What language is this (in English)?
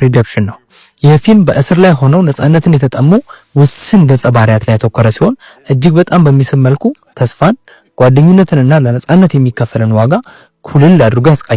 Amharic